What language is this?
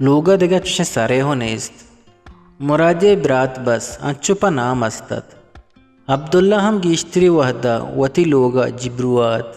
Eastern Balochi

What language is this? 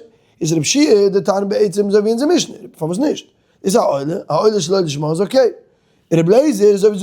Yiddish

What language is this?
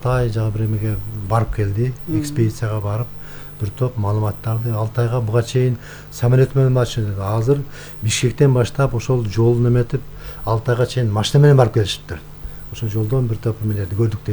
Kyrgyz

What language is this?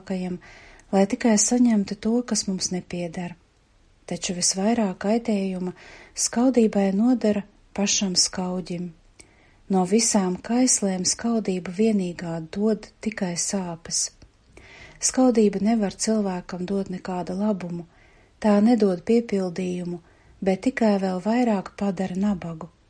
Latvian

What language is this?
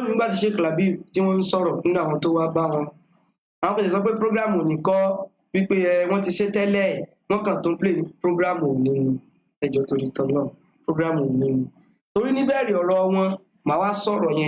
Yoruba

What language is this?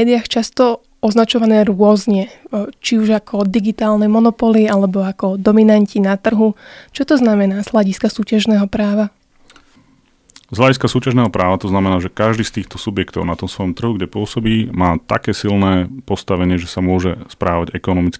Slovak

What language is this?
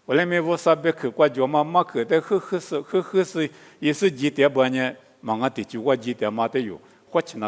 Lisu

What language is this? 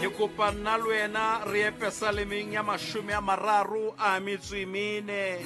Southern Sotho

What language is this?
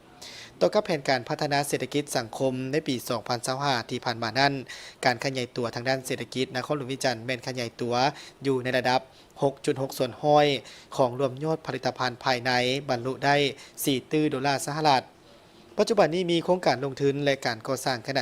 Lao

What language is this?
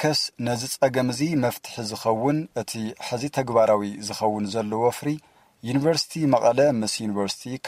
Tigrinya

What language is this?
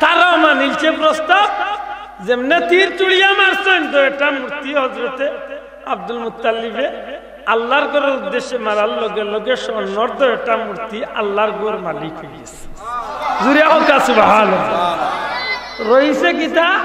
Sylheti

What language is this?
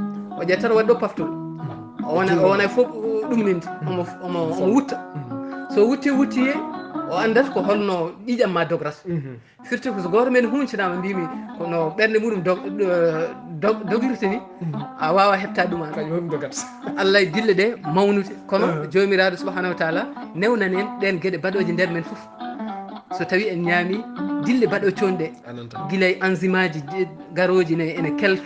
Fula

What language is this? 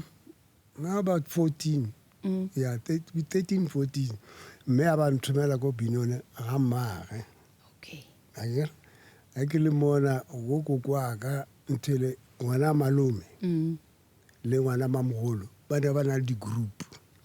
Northern Sotho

